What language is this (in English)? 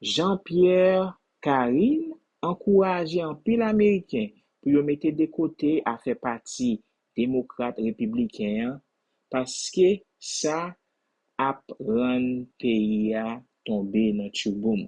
Haitian Creole